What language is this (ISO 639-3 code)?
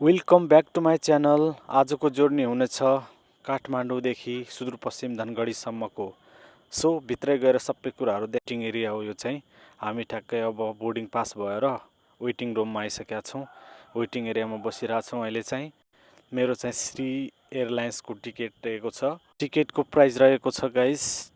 nep